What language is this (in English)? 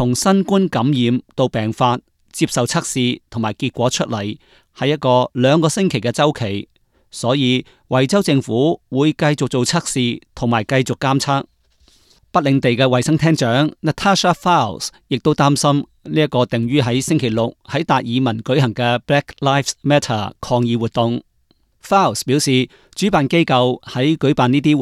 Cantonese